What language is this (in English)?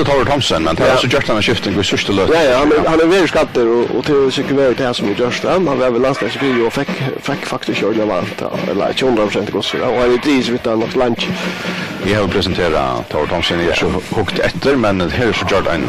Faroese